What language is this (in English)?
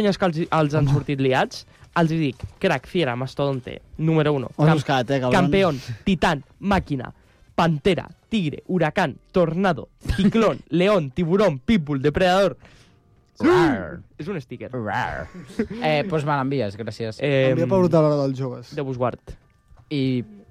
Catalan